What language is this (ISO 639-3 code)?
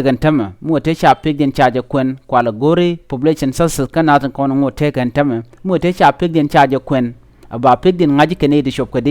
nus